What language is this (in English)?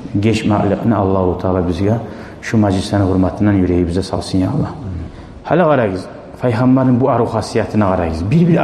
Kumyk